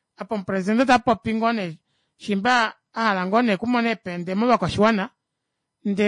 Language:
Kuanyama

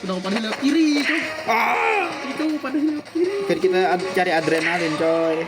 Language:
Banjar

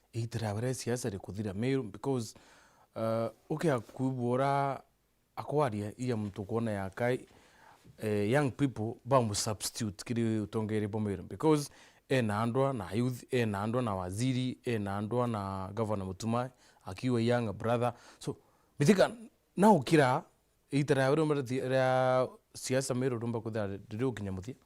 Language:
Meru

